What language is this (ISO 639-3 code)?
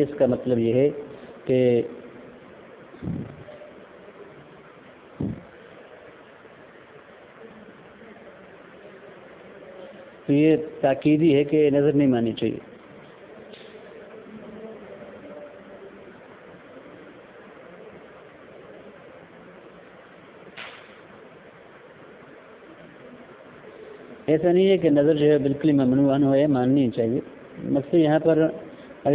urd